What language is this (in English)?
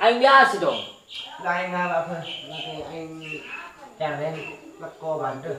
Madurese